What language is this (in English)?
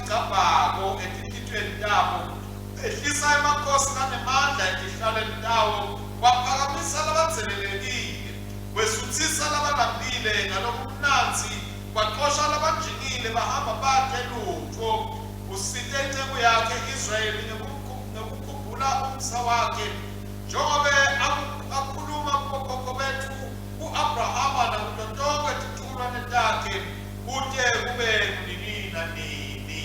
Swati